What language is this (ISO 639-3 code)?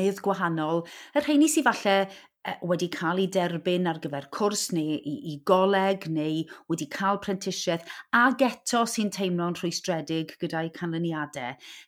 cym